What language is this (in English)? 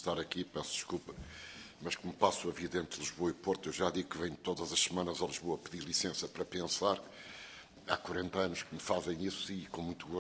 Portuguese